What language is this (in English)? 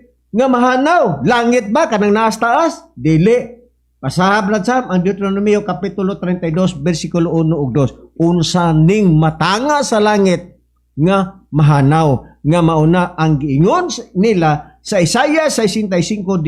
Cebuano